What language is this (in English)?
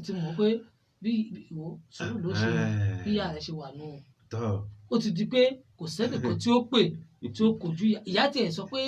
Yoruba